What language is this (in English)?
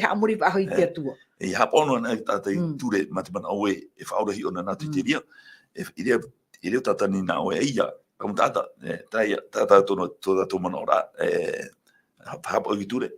Tahitian